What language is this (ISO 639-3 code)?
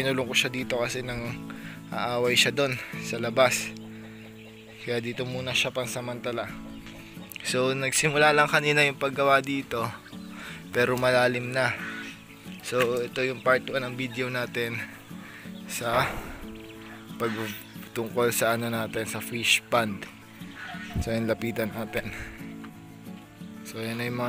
fil